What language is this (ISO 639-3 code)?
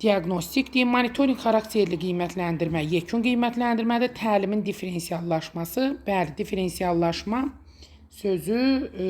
aze